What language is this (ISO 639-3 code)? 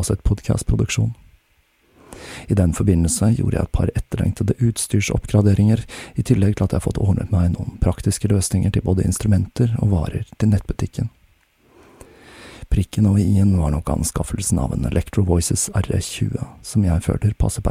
nor